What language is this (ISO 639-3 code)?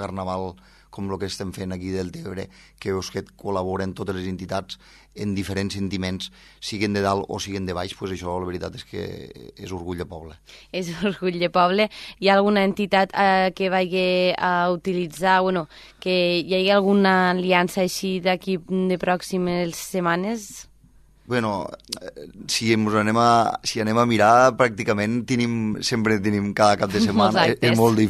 cat